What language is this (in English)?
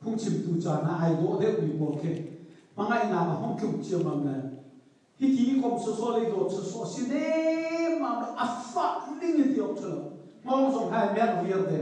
Hakha Chin